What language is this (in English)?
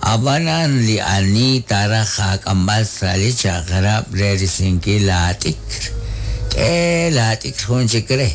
Kekchí